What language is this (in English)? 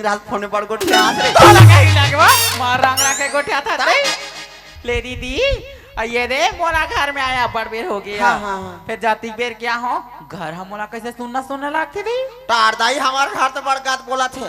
Chhattisgarhi